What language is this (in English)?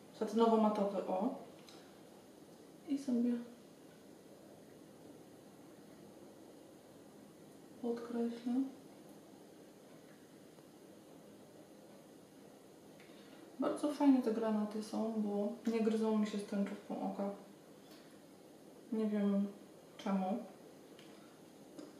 Polish